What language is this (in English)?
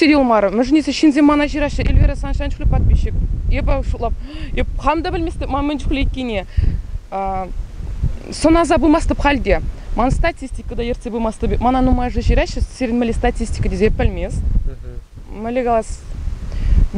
Chuvash